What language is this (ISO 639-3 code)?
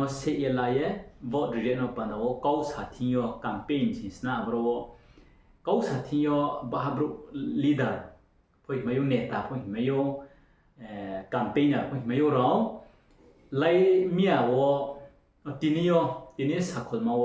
ria